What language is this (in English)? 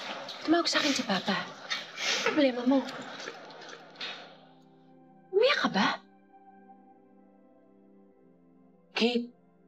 Filipino